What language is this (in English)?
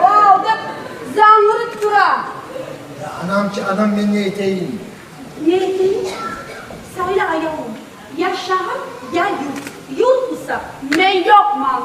Kumyk